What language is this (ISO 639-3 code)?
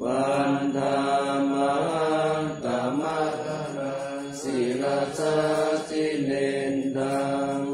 pli